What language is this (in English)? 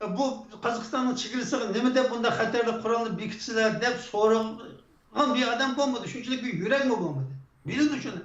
Uyghur